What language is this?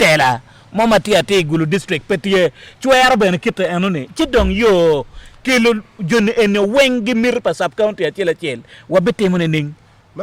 Acoli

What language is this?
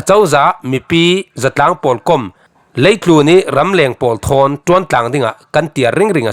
Falam Chin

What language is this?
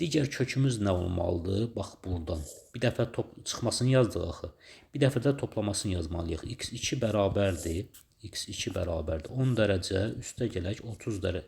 Azerbaijani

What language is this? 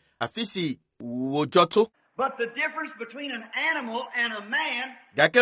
Ewe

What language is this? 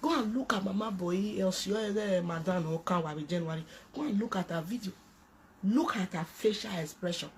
Nigerian Pidgin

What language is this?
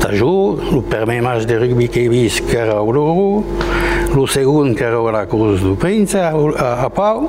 Occitan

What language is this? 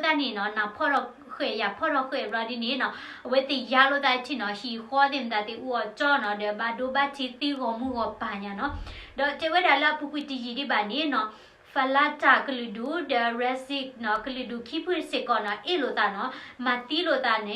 S'gaw Karen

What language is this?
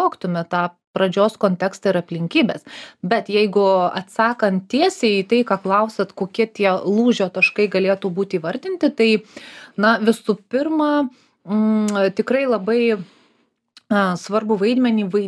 Lithuanian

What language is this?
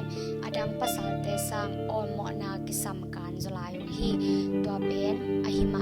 Tedim Chin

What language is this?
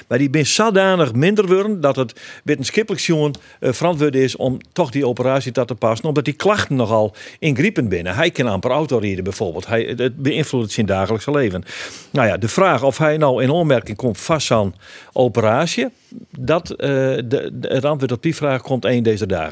Western Frisian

